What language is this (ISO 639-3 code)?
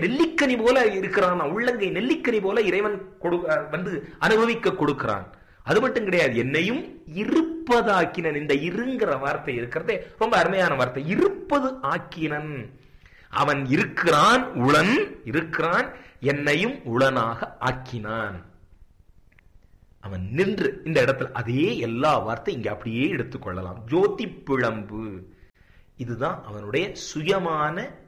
tam